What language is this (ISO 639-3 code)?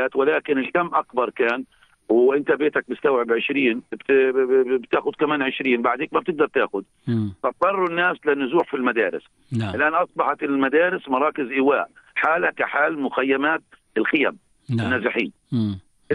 apc